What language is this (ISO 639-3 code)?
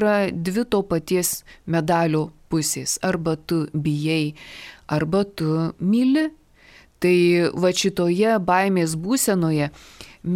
lit